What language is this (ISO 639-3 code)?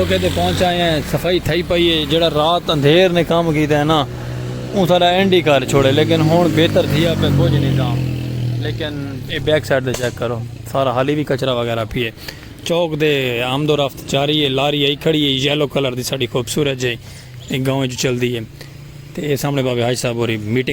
skr